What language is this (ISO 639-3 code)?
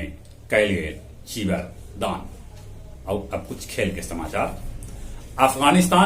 mag